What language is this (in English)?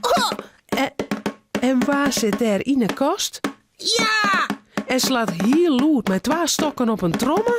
Western Frisian